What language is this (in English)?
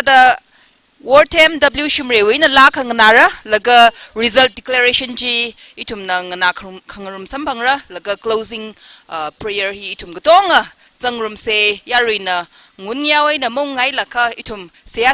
Tangkhul Naga (India)